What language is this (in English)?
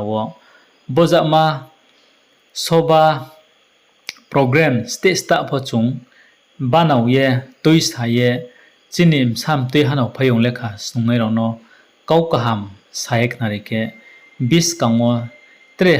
Riang (India)